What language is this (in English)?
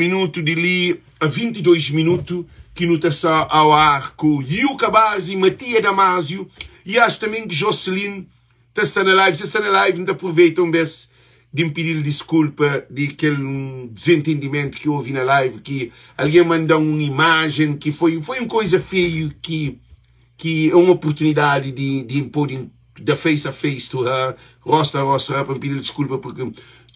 Kabuverdianu